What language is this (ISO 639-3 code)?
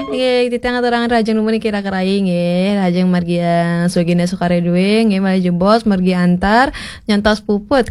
ban